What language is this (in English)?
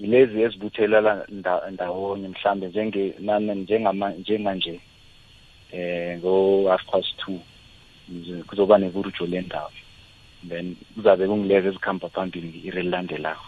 South Ndebele